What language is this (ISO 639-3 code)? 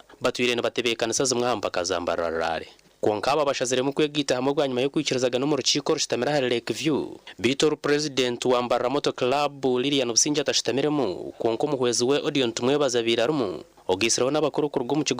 nyn